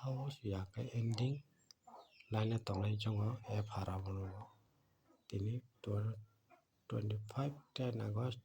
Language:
Kok Borok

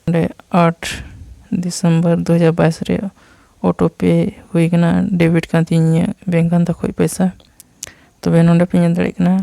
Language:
Santali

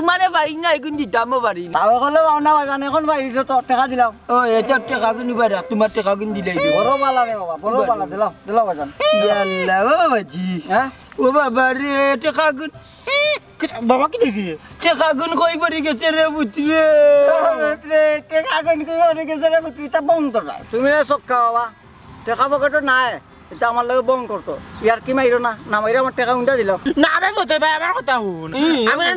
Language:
Sylheti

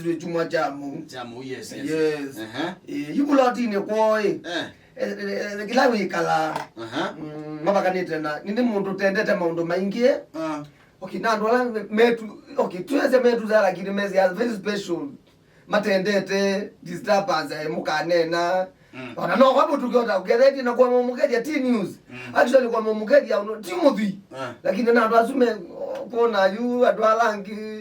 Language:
Kamba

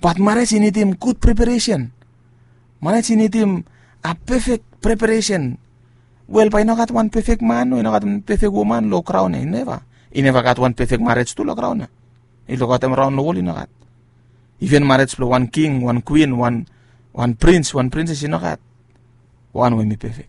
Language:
Bislama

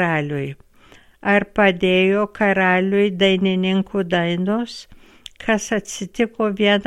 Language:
Lithuanian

